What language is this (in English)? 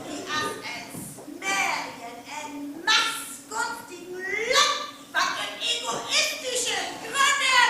Northern Frisian